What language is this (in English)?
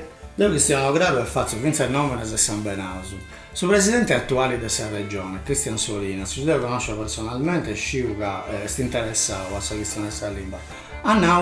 Sardinian